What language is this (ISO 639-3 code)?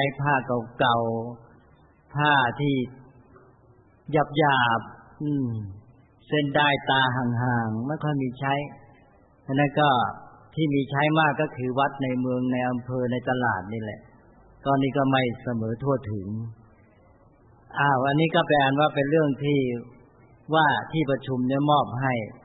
tha